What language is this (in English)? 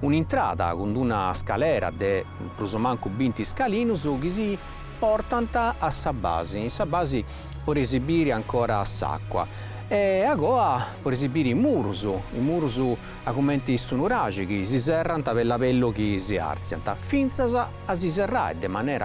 Sardinian